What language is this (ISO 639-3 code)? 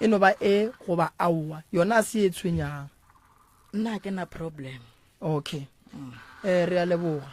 nso